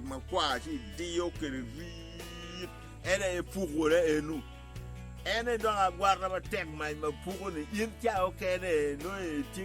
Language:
Acoli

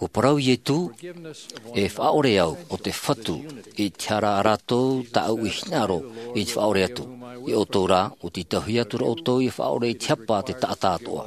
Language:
Tahitian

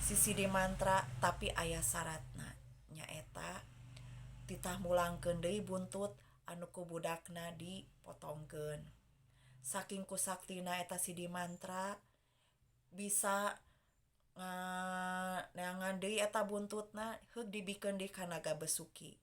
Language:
Sundanese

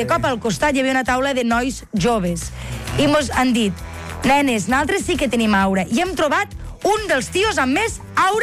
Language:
Catalan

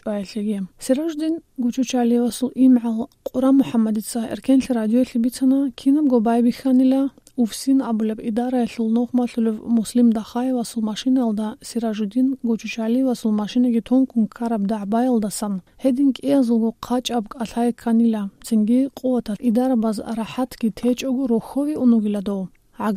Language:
Avaric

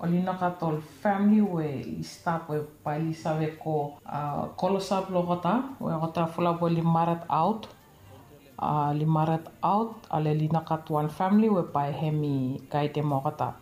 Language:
Bislama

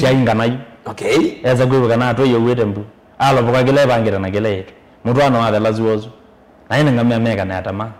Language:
Kamba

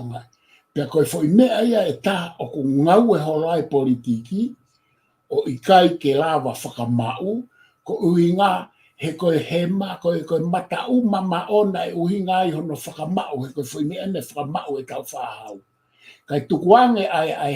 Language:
Tongan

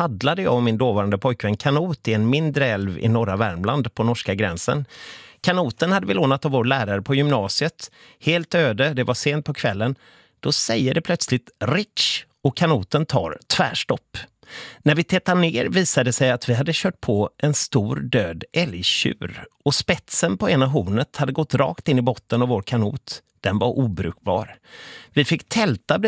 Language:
Swedish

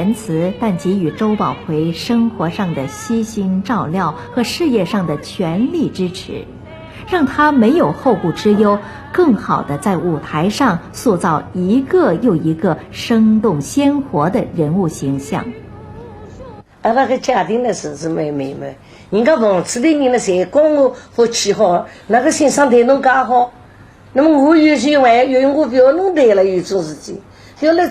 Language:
Wu Chinese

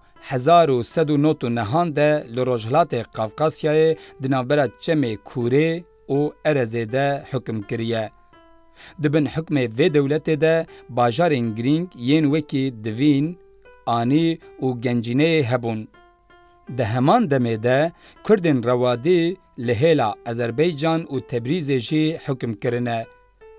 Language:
Kurdish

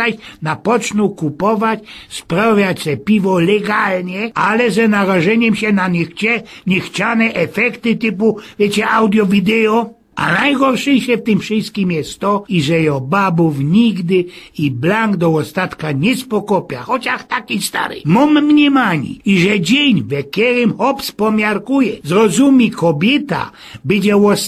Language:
Silesian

